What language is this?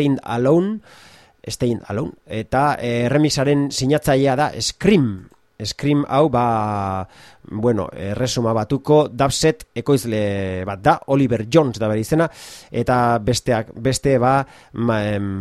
Basque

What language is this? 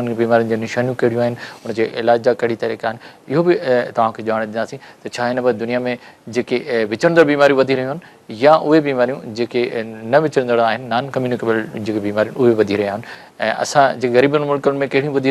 Sindhi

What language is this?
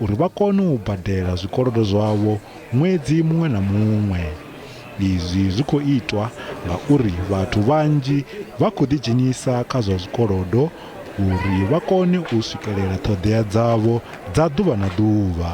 Venda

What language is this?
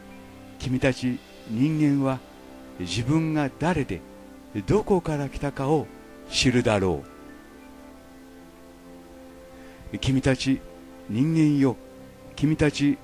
Japanese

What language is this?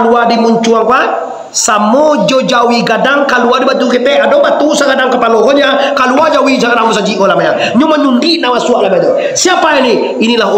Minangkabau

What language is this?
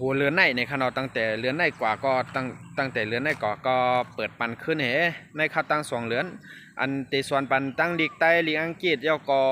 Shan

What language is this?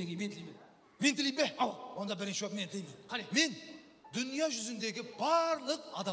Kara-Kalpak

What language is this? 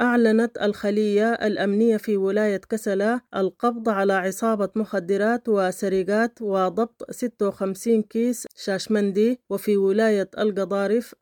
Sudanese Arabic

